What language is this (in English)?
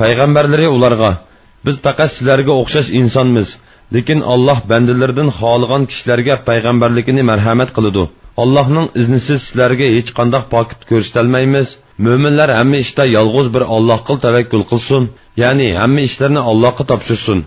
Uyghur